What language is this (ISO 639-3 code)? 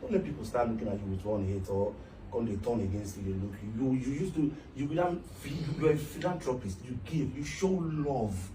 pcm